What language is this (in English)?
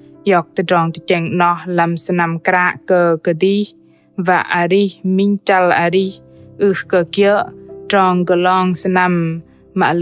Bahnar